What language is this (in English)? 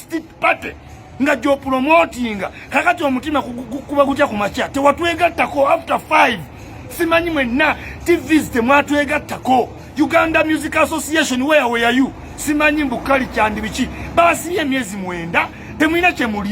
Ganda